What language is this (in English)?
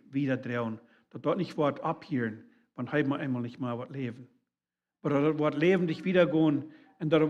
Plautdietsch